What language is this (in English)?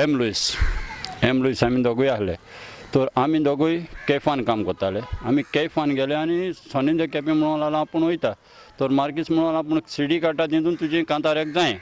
Konkani